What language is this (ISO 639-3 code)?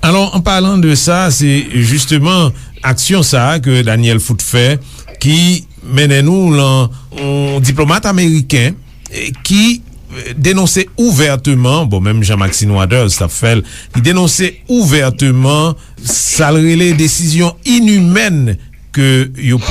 hat